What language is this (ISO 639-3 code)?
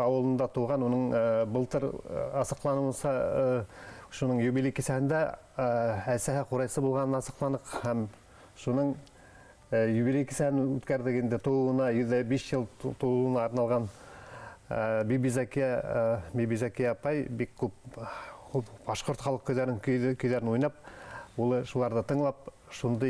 bak